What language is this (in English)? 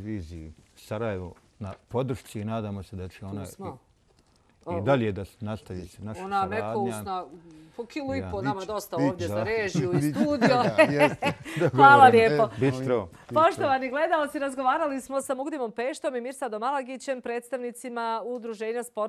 Bosnian